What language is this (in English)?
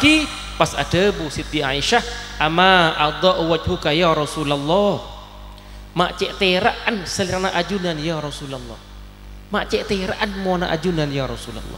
Madurese